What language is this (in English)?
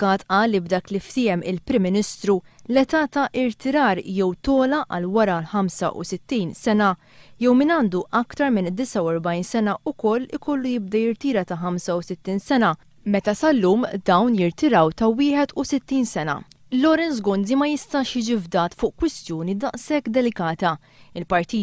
Maltese